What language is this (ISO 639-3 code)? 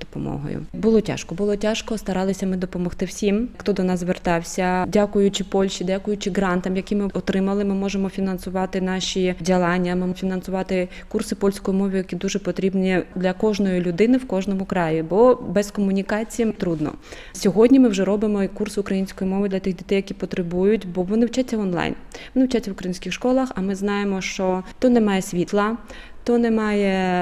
ukr